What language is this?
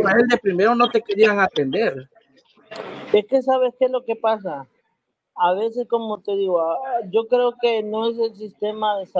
Spanish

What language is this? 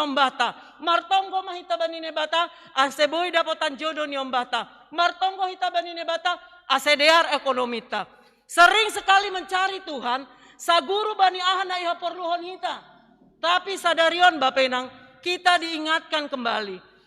Batak Simalungun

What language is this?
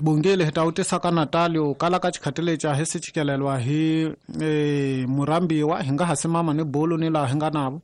Tsonga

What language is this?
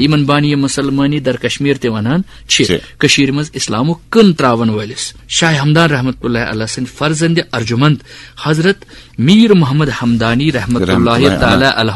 Kashmiri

